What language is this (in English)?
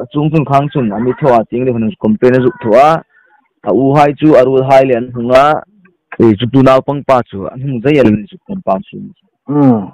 Hmar